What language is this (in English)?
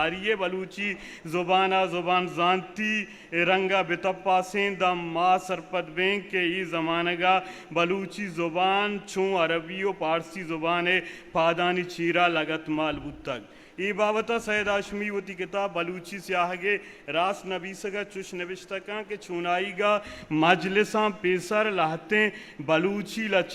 Eastern Balochi